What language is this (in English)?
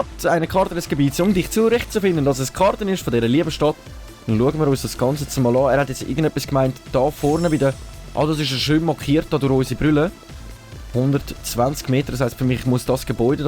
Swiss German